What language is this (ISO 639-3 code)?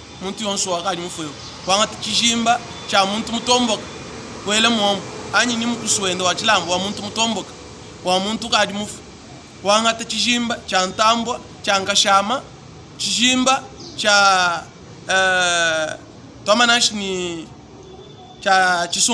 lua